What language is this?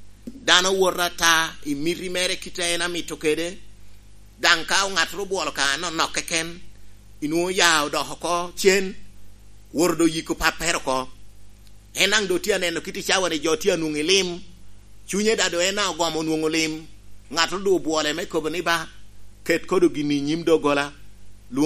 Lango (Uganda)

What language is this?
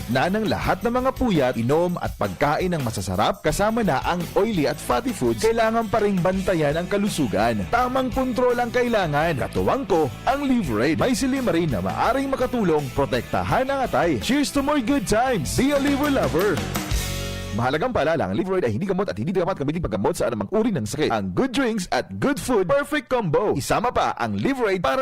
Bikol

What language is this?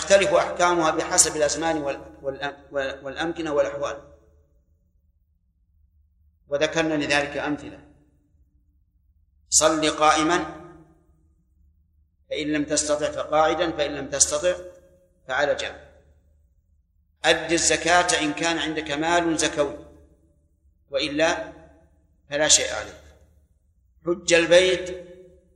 Arabic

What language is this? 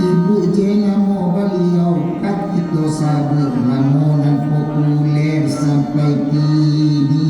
Minangkabau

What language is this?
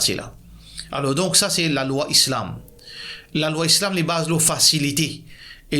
Morisyen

